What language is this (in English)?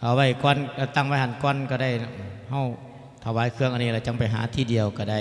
Lao